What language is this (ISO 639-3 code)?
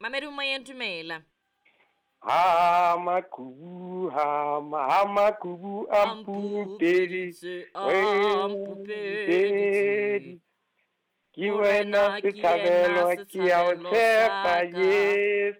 sot